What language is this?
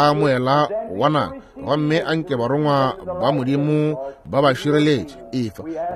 Northern Sotho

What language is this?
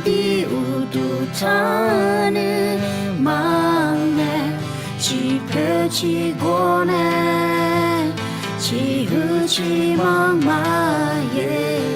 Akha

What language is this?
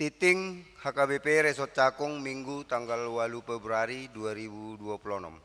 Batak Toba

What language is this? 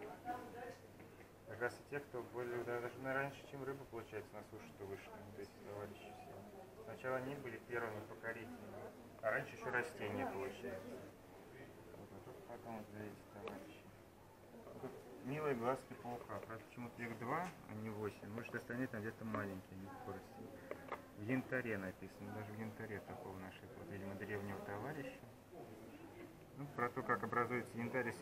Russian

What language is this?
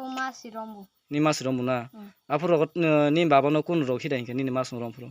Kok Borok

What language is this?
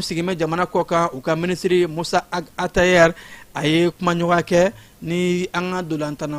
Bambara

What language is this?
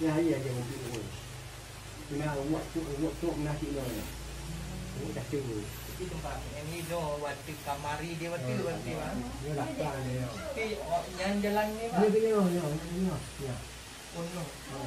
Achinese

